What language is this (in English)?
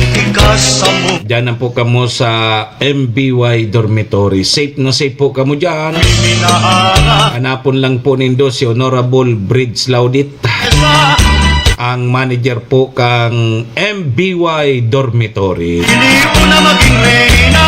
Bikol